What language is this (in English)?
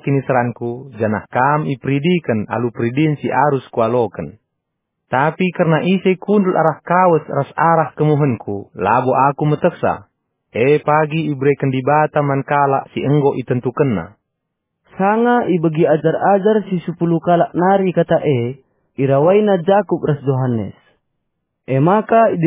Batak Karo